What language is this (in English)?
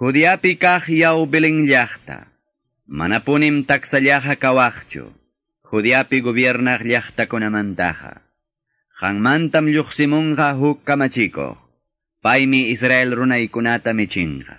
Quechua